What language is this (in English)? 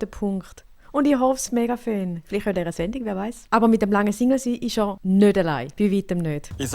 Swiss German